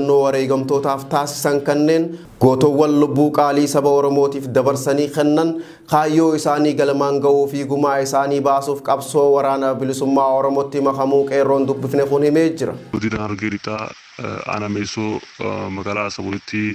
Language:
Oromo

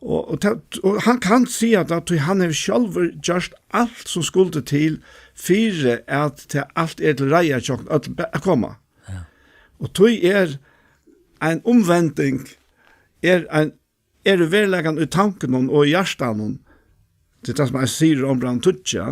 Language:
Faroese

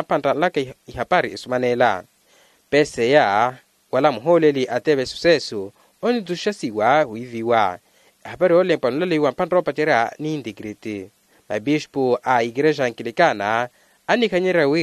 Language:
Makhuwa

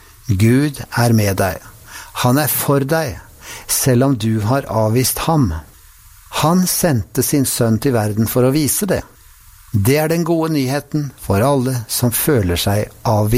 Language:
Norwegian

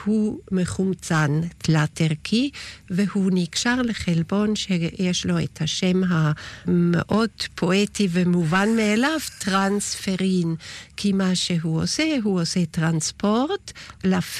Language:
Hebrew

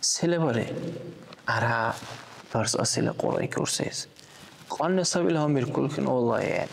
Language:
Dargwa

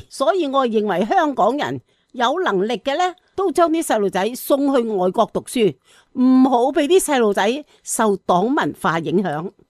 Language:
Cantonese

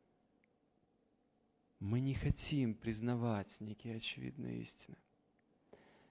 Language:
Russian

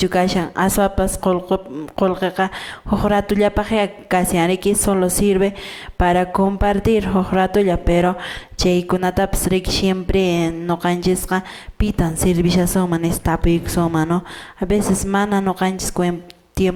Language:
Quechua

